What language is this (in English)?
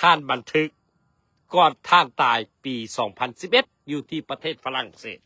Lao